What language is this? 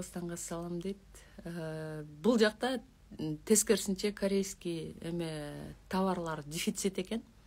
Kyrgyz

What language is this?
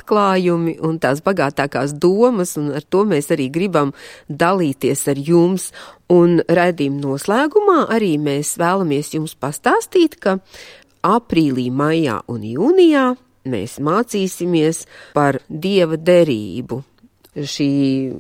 Latvian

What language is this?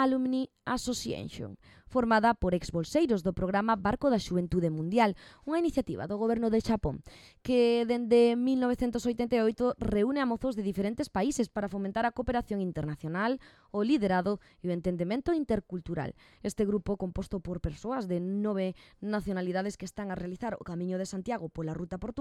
Galician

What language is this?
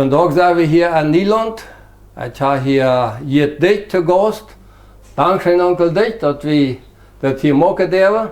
Plautdietsch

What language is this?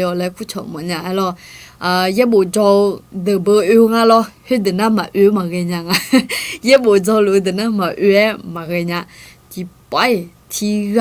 Akha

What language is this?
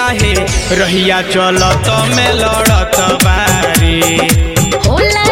Bhojpuri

